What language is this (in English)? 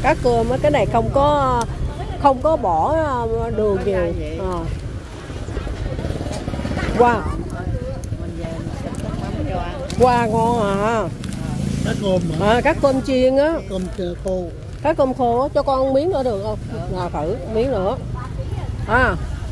Vietnamese